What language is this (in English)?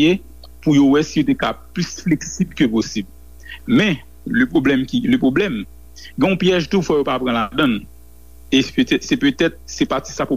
Haitian Creole